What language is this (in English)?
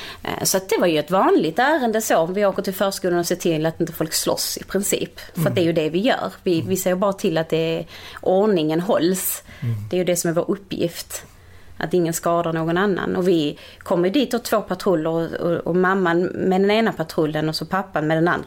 Swedish